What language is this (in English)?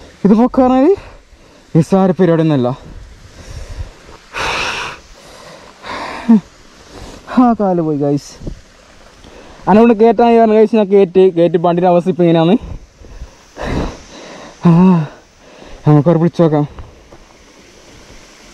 Malayalam